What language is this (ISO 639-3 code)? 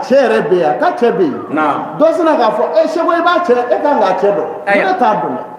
bam